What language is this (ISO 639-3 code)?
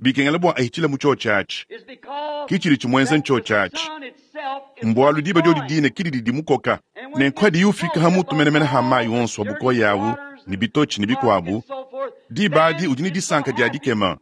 lua